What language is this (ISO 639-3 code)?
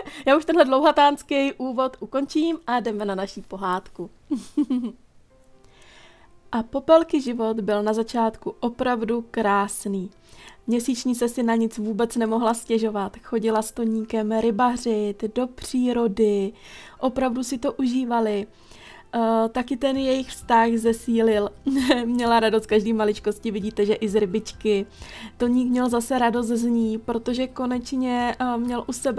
ces